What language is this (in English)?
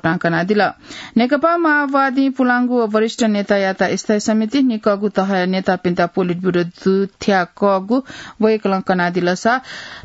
Newari